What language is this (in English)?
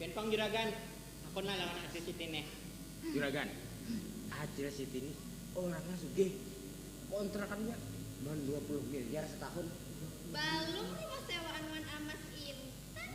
Banjar